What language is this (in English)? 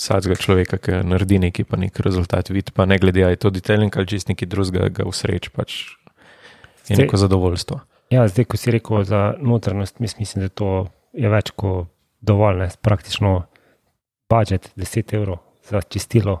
Slovenian